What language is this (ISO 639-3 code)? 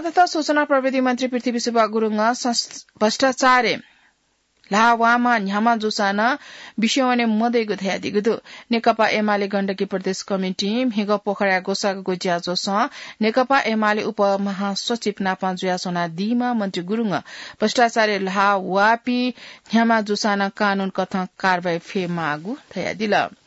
new